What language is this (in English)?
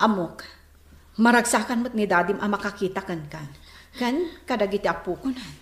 Iloko